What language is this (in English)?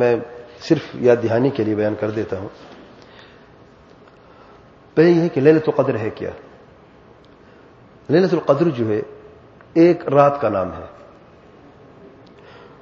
Urdu